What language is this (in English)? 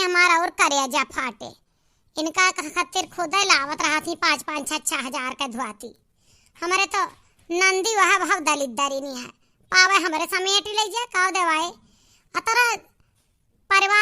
Awadhi